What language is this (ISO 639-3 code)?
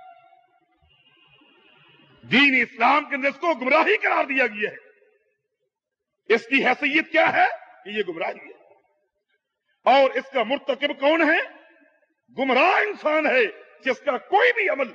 urd